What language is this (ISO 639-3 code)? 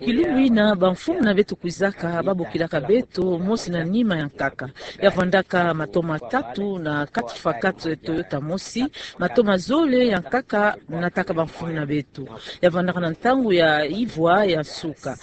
ktu